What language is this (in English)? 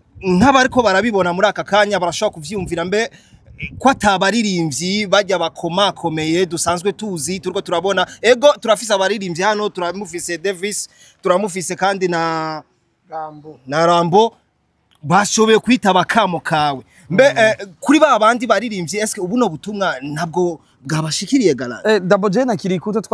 Rundi